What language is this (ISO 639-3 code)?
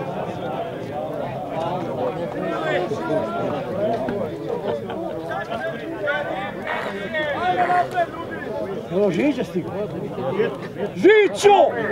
hrv